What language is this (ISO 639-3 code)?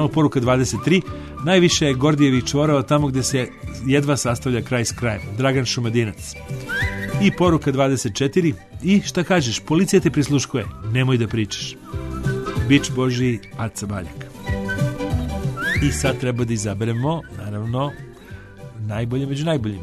srp